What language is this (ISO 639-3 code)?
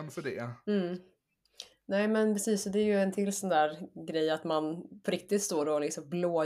swe